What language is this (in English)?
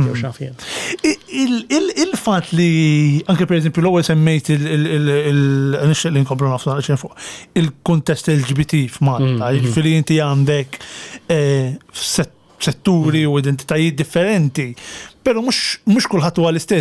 Maltese